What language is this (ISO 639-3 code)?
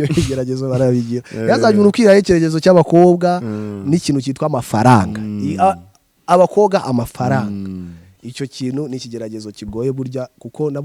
kin